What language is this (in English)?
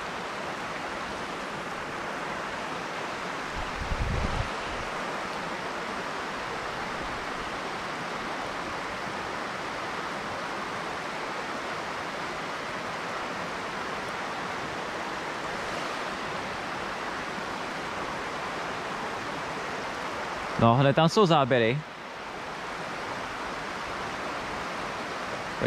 Czech